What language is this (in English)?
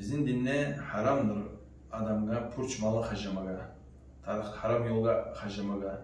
Kumyk